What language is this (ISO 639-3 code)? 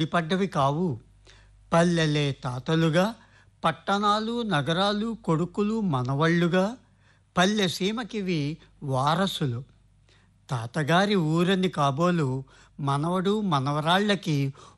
tel